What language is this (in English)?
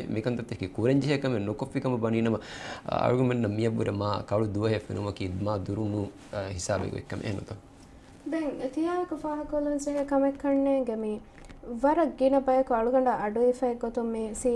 Divehi